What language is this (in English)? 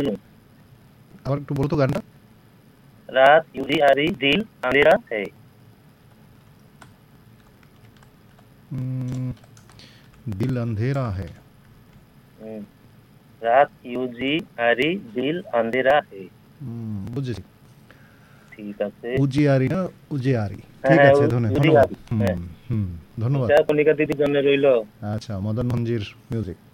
Bangla